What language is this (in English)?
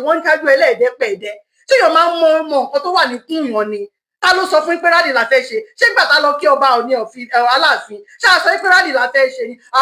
Yoruba